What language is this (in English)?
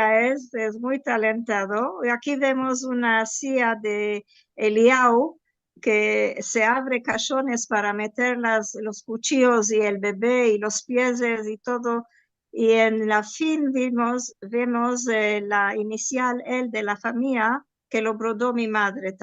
Ladino